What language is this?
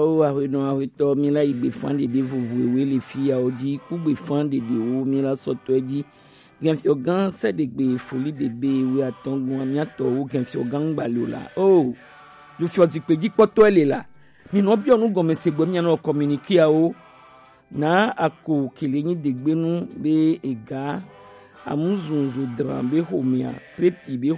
Gen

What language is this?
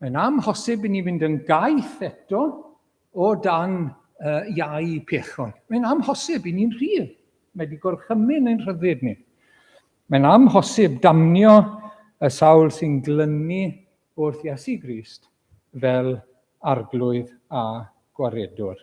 Welsh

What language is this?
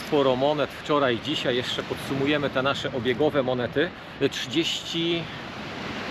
Polish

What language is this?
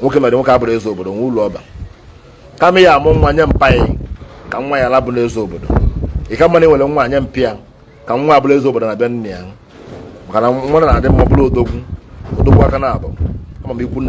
Igbo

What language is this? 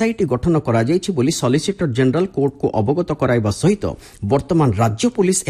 Odia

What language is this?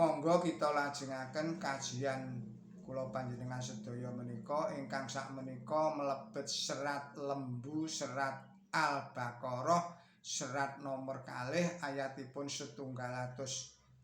Javanese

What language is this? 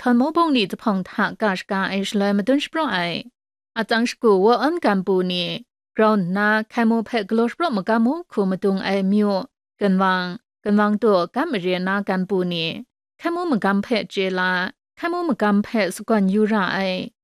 Kachin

